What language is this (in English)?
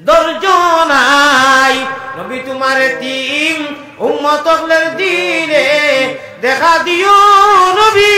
Sylheti